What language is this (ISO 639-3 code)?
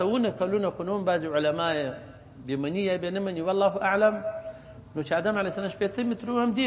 pus